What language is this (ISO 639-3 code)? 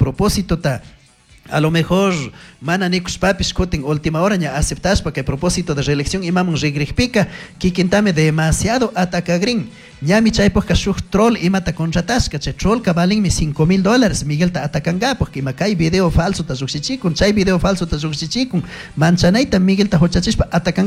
qug